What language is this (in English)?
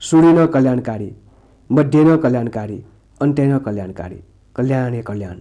Newari